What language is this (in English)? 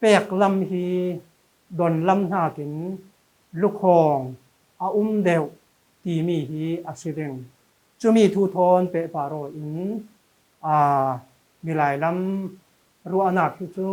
Falam Chin